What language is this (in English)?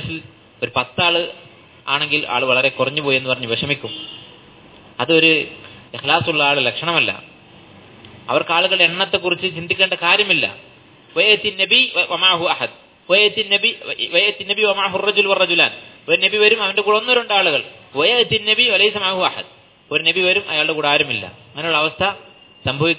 Malayalam